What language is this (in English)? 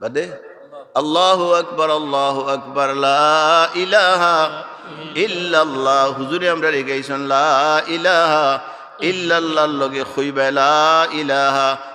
Sylheti